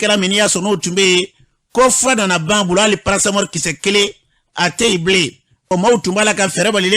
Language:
Bambara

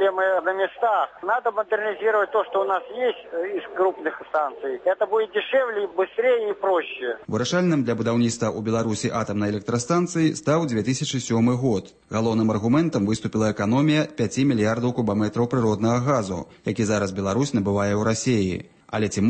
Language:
Belarusian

